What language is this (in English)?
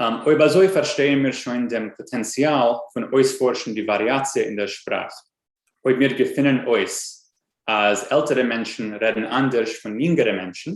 Yiddish